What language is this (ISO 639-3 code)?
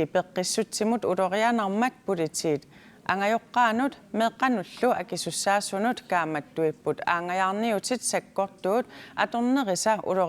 kal